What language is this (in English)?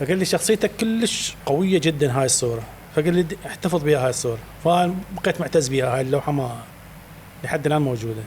Mesopotamian Arabic